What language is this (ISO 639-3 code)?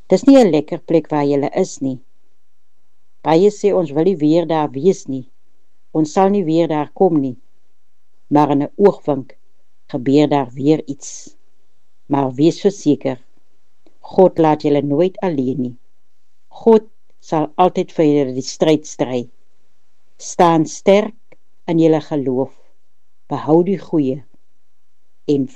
afr